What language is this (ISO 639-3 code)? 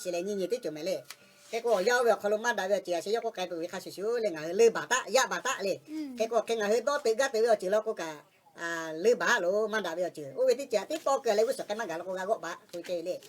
lhu